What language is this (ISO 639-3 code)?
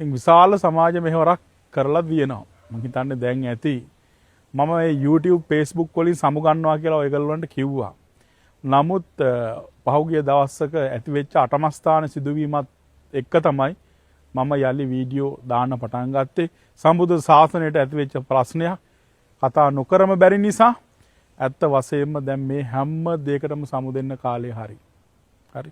sin